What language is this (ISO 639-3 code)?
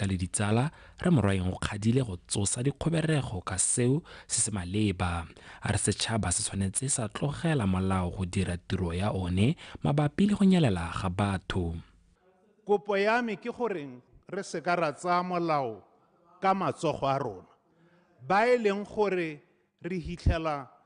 tsn